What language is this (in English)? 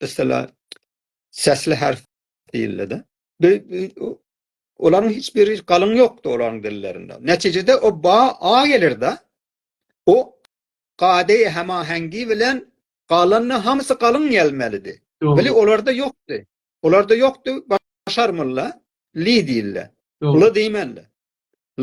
South Azerbaijani